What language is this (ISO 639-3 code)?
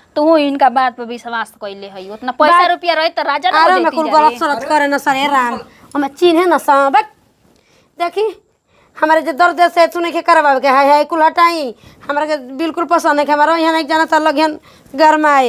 bho